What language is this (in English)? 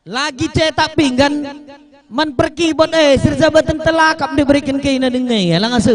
Batak Karo